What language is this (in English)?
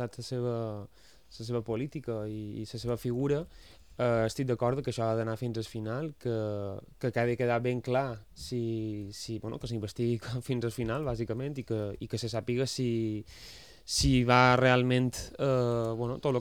Catalan